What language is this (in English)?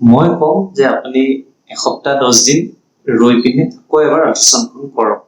Assamese